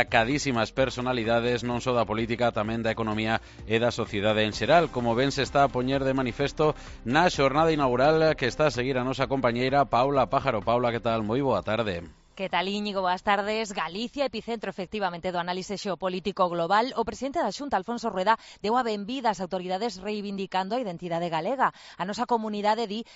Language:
Galician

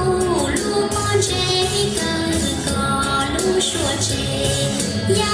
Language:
Hmong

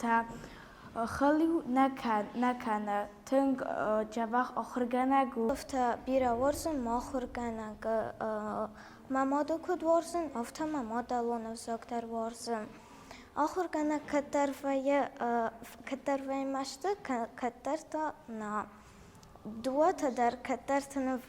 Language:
Ossetic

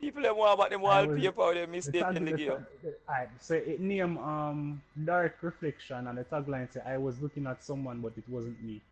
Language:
Jamaican Creole English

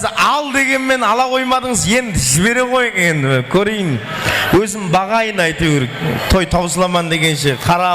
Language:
Kara-Kalpak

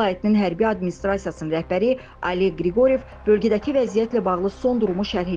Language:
Azerbaijani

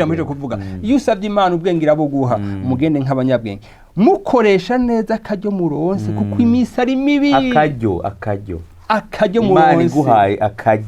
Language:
Rundi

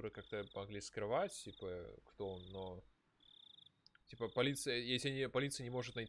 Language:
Russian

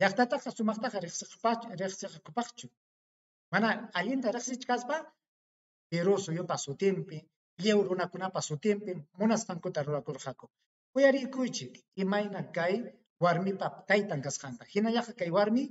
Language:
Ayacucho Quechua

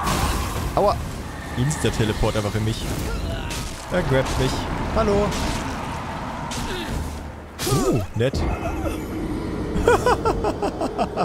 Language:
German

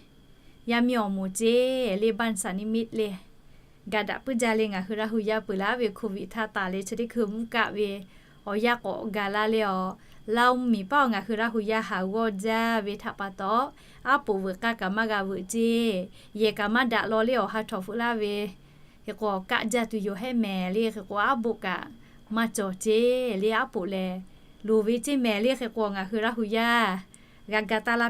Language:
Lahu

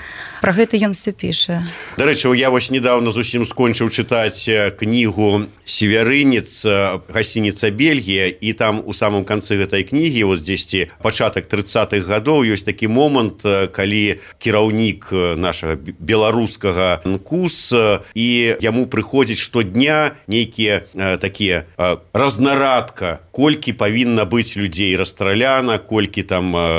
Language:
Belarusian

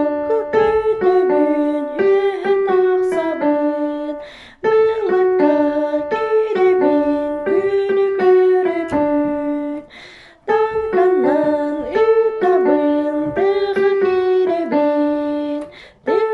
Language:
Yakut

